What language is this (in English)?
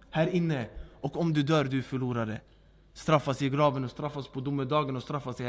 Swedish